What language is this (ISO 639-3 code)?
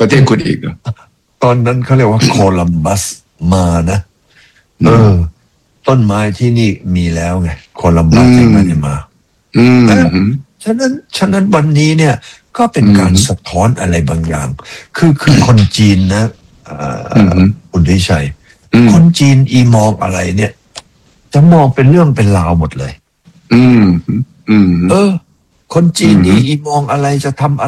tha